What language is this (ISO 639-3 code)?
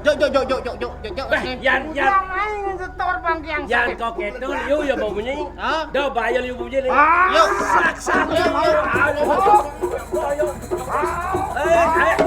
ban